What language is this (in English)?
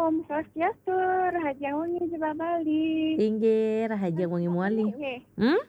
Balinese